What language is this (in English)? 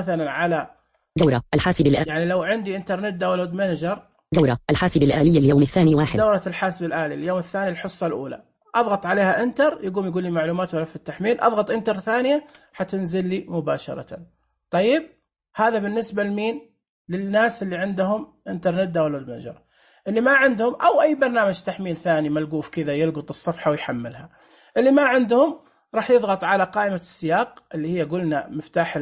Najdi Arabic